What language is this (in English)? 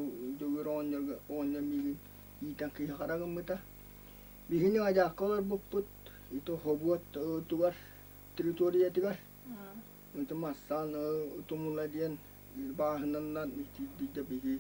Yakut